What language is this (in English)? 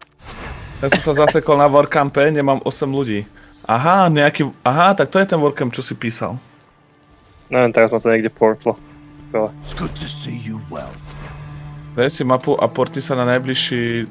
Slovak